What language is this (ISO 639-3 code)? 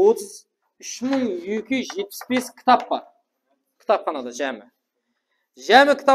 kaa